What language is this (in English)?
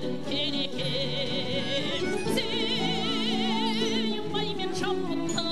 Kazakh